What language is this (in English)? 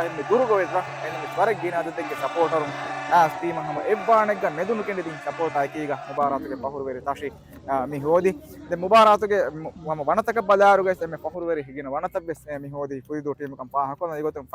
Divehi